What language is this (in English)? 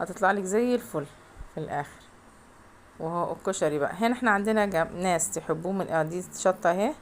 Egyptian Arabic